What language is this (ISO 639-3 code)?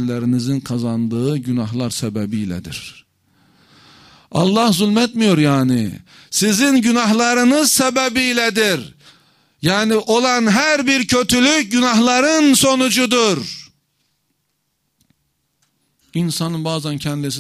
tur